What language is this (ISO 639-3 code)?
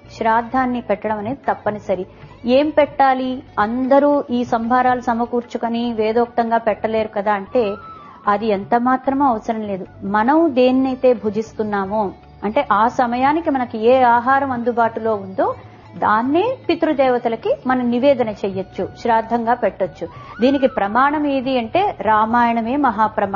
tel